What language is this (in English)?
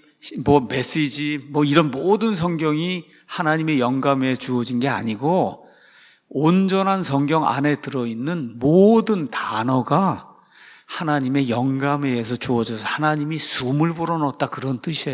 Korean